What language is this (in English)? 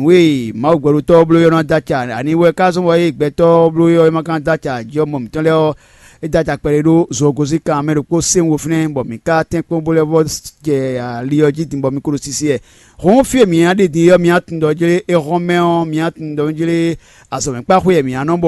Fon